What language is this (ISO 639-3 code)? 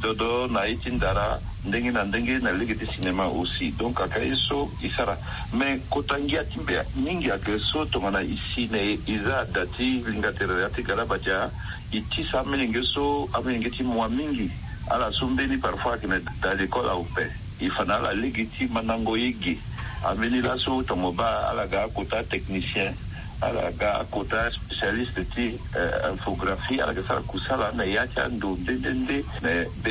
sag